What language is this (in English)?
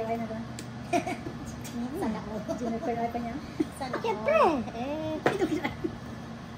Filipino